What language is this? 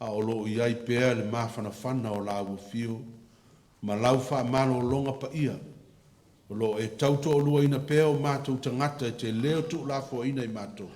Samoan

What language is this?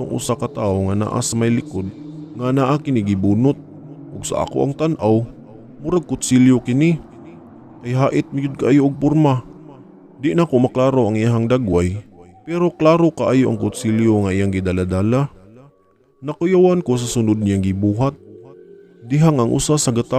Cebuano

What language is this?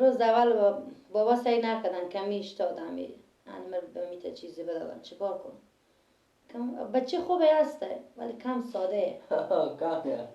Persian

